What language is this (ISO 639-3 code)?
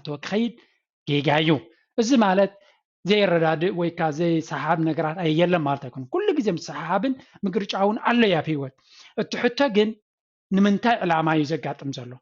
tir